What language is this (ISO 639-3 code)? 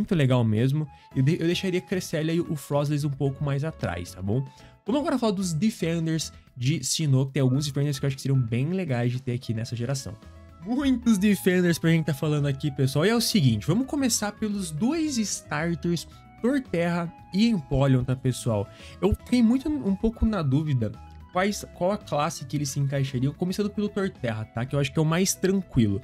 por